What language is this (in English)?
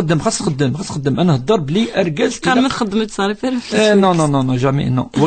Kabyle